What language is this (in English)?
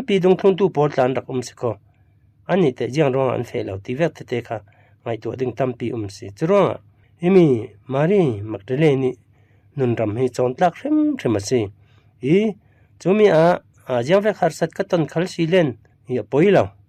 Falam Chin